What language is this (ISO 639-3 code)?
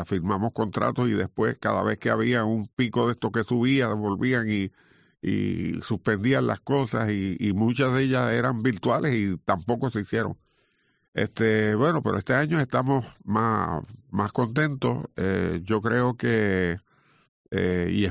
spa